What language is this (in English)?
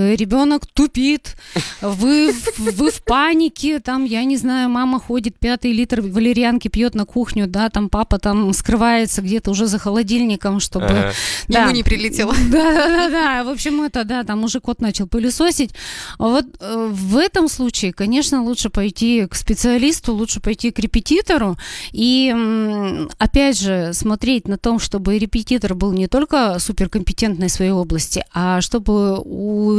Russian